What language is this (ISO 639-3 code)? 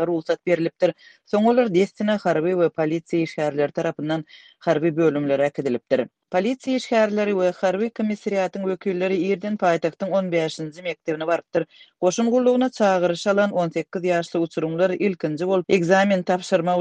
tuk